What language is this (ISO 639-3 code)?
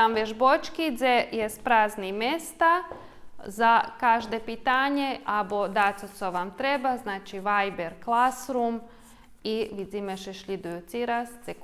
rue